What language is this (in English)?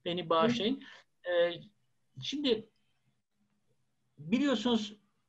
Turkish